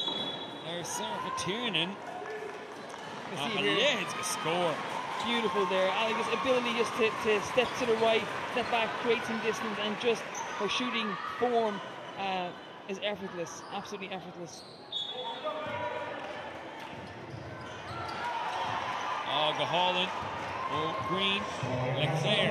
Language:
English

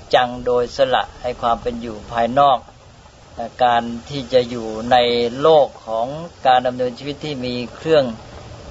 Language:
Thai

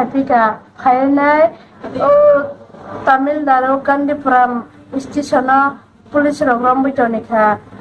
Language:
Riang (India)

